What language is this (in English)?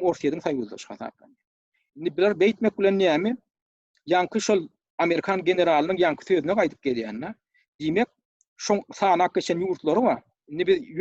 Turkmen